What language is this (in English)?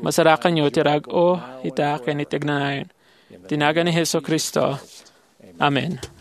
Iloko